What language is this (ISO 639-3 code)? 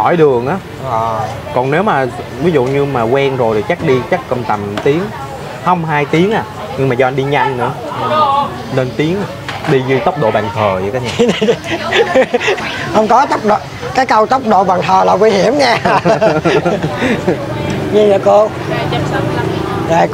vie